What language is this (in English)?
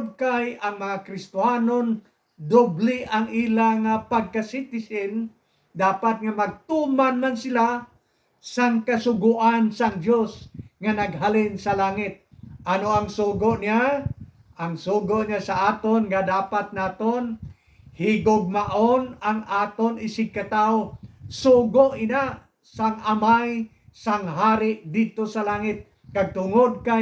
Hiligaynon